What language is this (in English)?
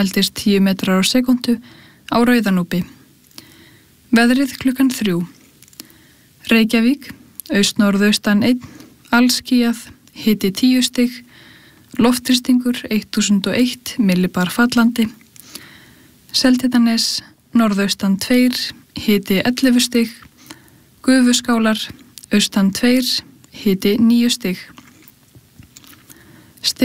Icelandic